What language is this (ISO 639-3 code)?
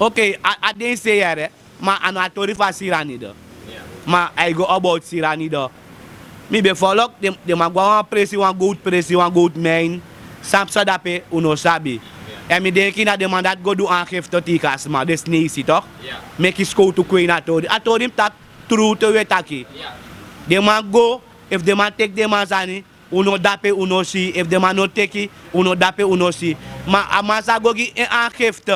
srn